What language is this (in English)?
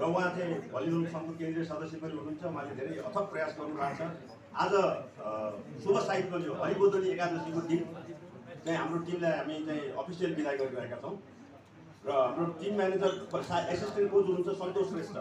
Nepali